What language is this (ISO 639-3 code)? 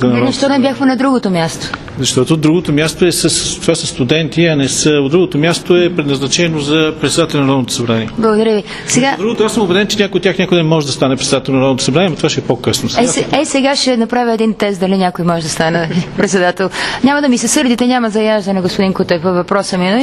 bul